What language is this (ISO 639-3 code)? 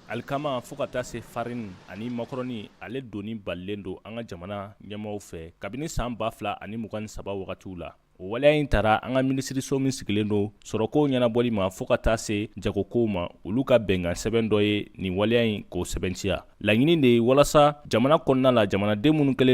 bam